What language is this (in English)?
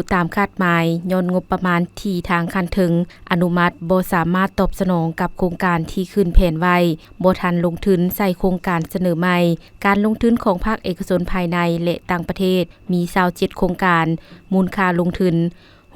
Lao